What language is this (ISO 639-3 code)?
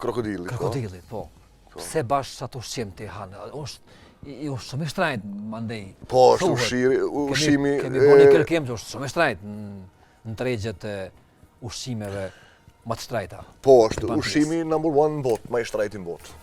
sqi